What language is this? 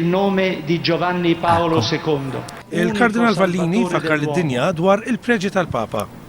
Maltese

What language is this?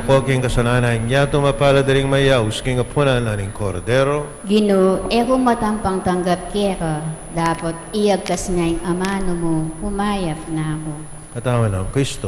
Pampanga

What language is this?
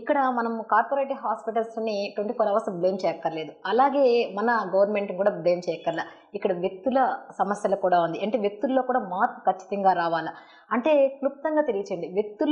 Telugu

